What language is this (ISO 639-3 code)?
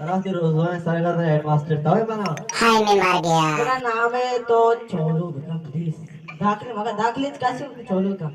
bal